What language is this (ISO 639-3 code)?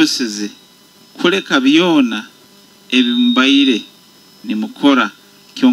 nyo